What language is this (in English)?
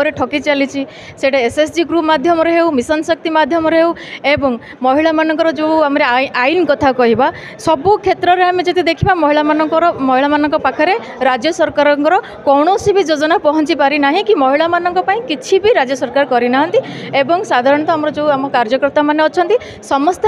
Odia